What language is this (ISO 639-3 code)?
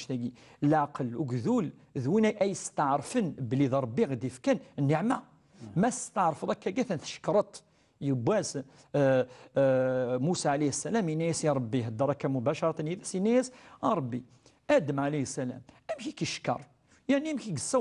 kab